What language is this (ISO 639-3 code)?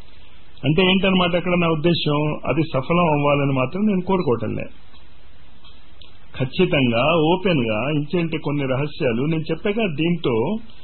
tel